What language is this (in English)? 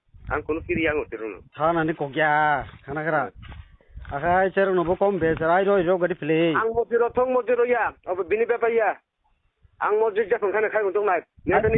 Kok Borok